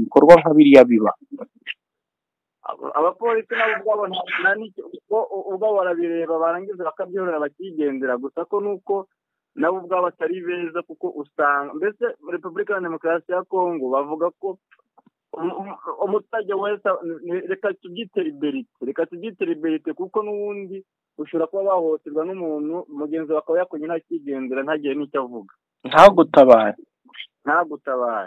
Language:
Kinyarwanda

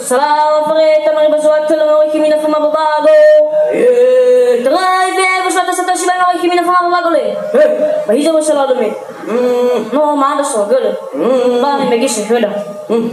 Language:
Nias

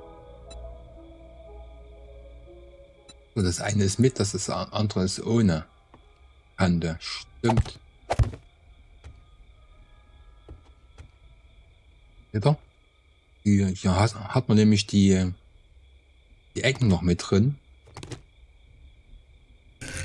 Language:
German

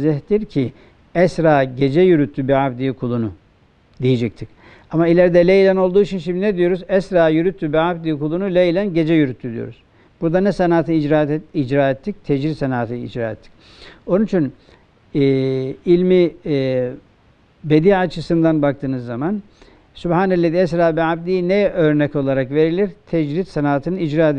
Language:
Turkish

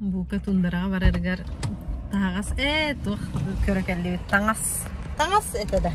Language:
Yakut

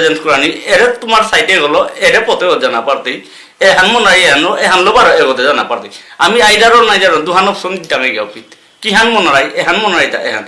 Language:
Bishnupriya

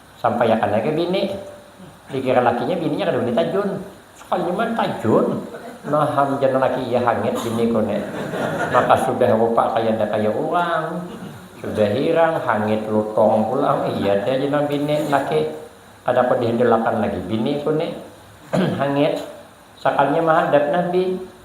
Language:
Banjar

